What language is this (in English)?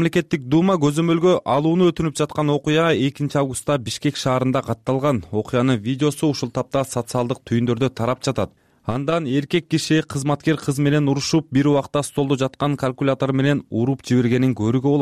Kyrgyz